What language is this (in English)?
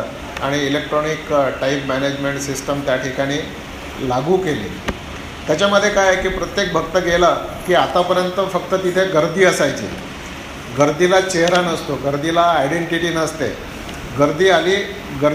Marathi